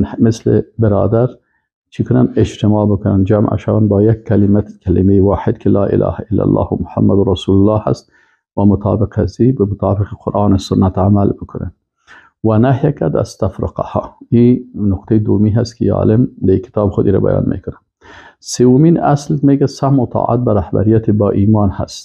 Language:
Persian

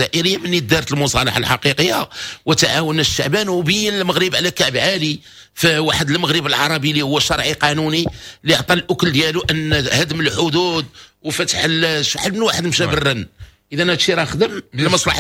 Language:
Moroccan Arabic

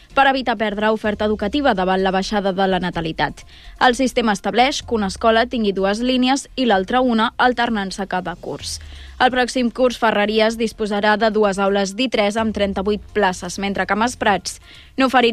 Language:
Catalan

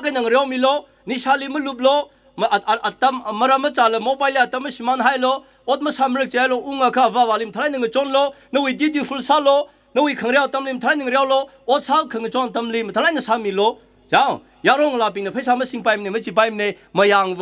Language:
Tangkhul Naga (India)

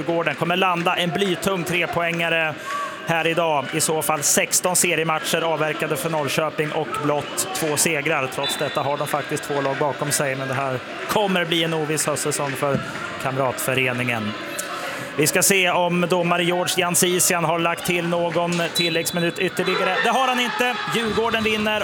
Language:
Swedish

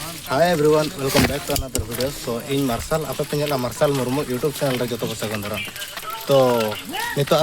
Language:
Santali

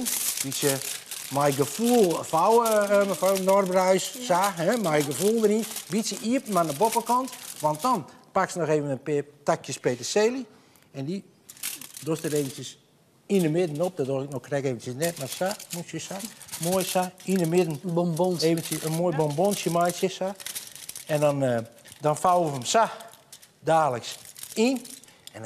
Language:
Western Frisian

